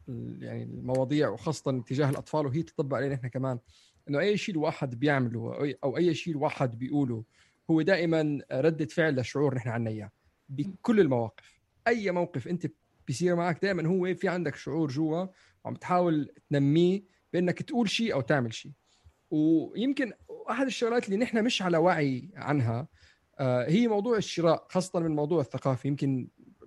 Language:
North Levantine Arabic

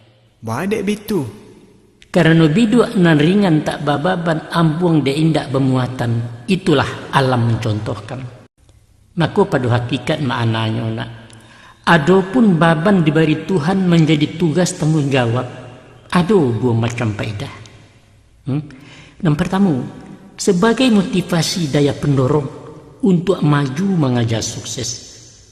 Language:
Minangkabau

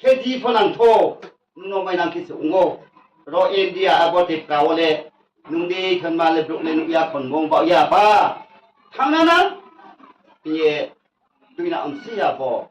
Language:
Riang (India)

